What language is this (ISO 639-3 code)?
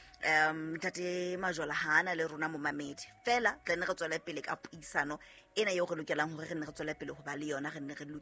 sot